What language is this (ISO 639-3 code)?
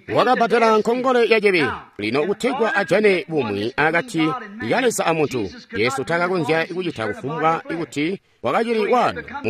toi